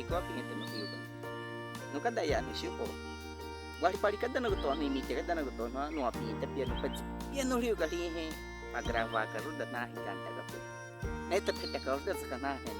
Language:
Baniwa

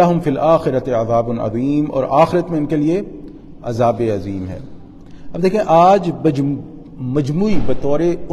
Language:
Urdu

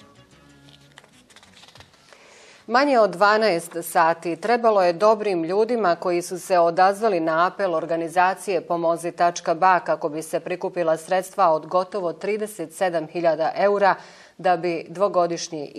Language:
Bosnian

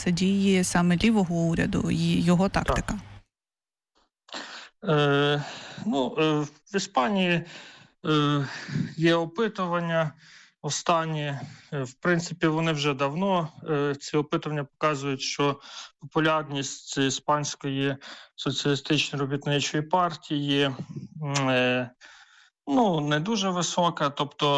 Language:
Ukrainian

